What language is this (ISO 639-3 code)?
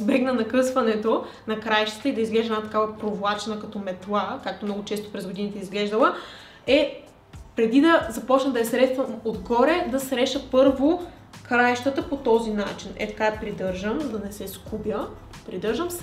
bul